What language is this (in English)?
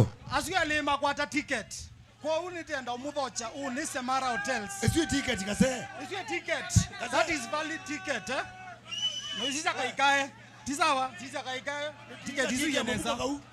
Kamba